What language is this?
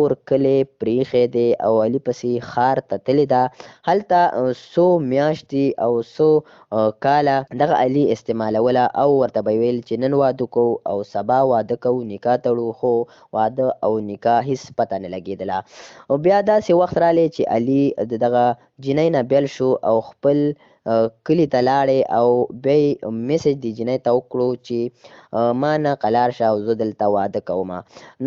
Pashto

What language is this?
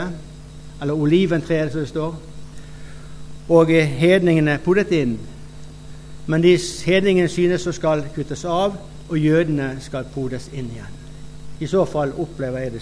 Norwegian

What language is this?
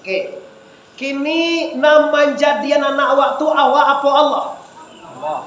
Minangkabau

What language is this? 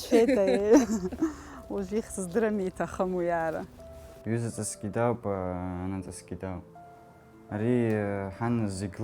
Abkhazian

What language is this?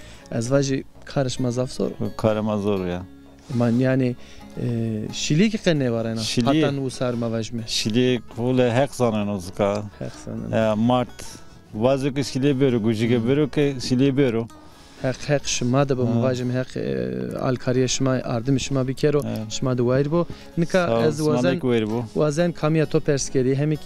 Zaza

